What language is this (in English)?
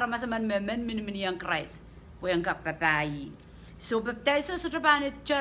Pohnpeian